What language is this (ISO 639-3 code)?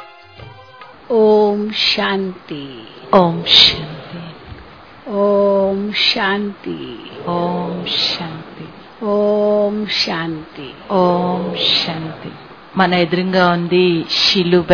tel